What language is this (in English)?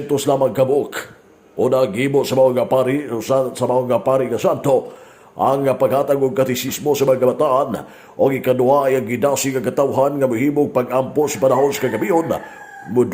Cebuano